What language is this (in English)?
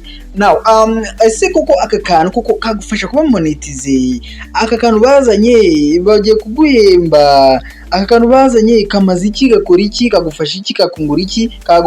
Kinyarwanda